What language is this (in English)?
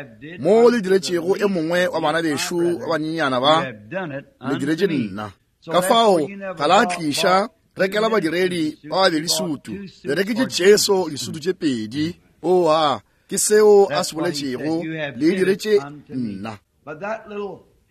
Northern Sotho